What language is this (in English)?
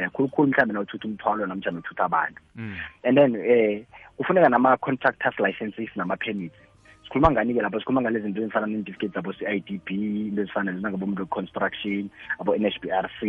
South Ndebele